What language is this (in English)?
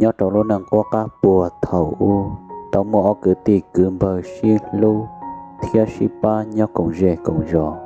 Hmong